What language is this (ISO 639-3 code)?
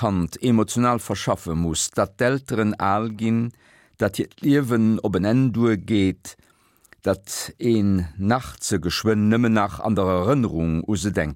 ltz